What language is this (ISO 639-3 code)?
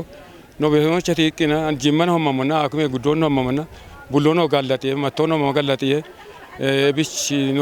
kbr